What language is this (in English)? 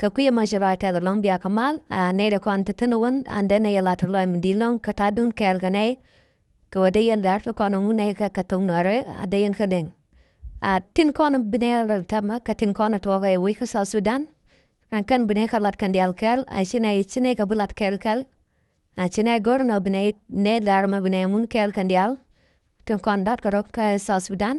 Nuer